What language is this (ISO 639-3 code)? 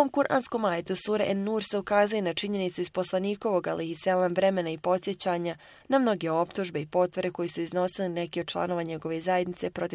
bos